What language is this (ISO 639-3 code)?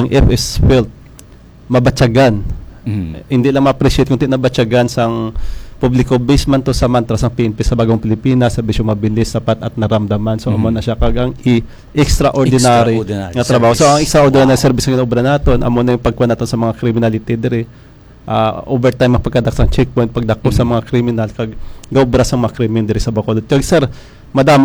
hil